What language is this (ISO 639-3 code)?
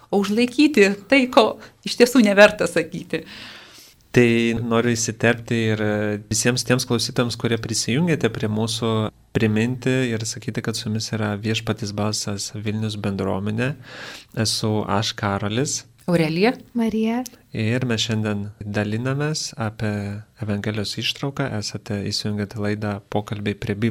lit